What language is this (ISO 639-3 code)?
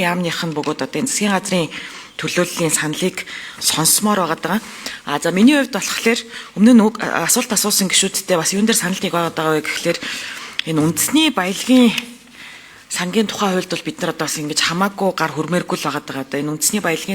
mon